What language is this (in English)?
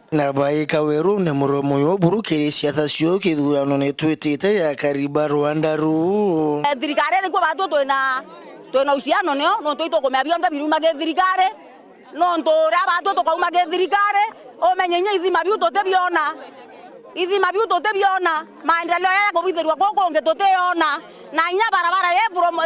Meru